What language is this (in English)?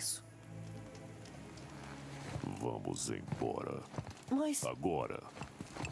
Portuguese